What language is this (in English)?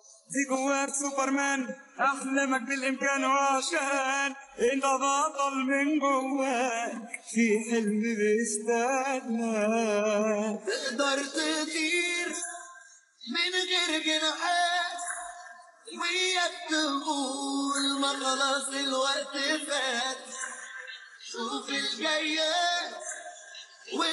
Egyptian Arabic